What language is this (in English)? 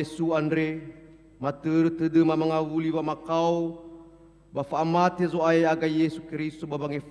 Nias